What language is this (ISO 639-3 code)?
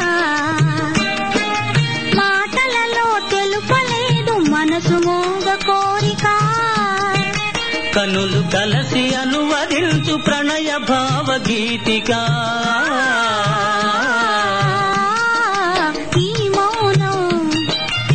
tel